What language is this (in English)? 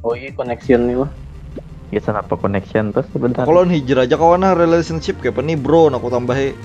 Banjar